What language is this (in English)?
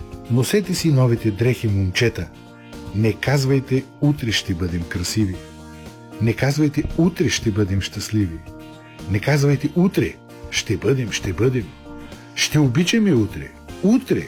Bulgarian